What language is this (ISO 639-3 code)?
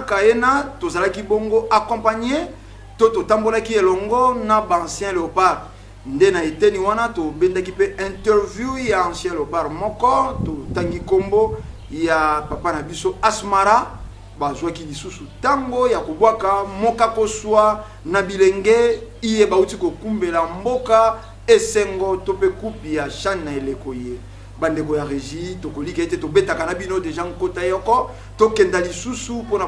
lin